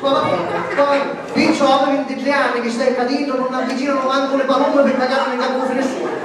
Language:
Sicilian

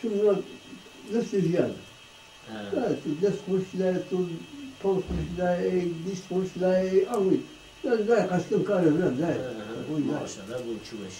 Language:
Zaza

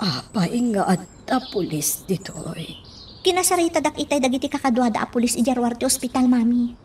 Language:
Iloko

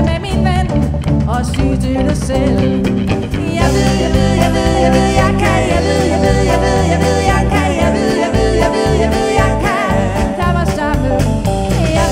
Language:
Danish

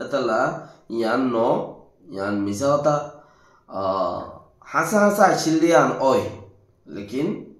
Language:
Rohingya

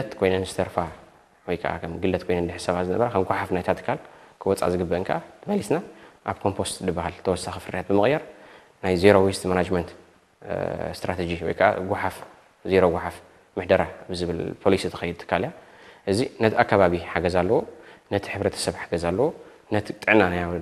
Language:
Tigrinya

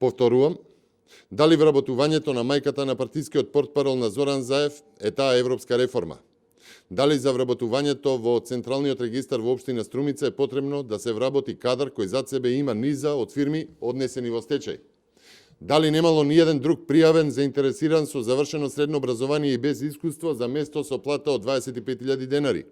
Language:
Macedonian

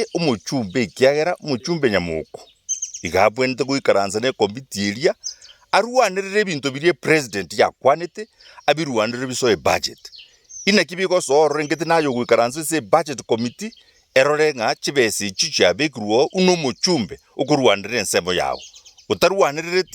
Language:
Gusii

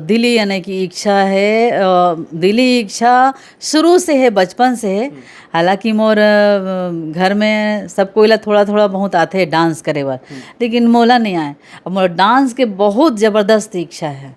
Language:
Chhattisgarhi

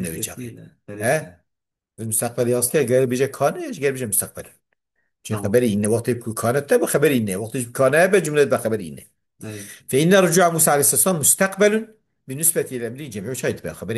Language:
Kurdish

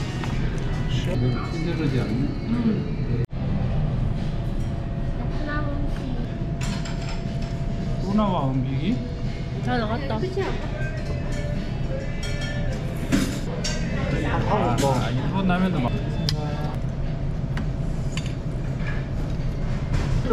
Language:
Korean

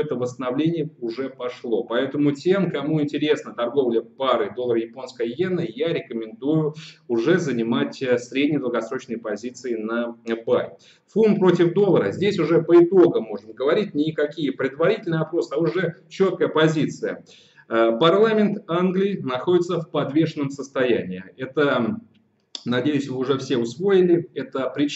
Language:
Russian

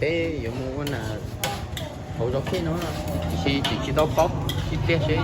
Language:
Hmong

